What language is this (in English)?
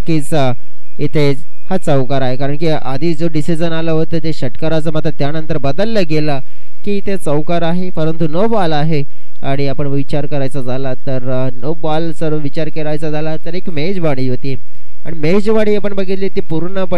Marathi